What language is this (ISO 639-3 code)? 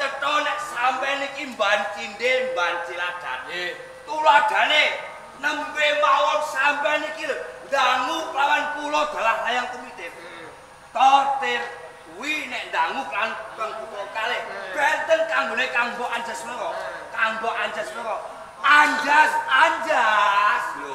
jav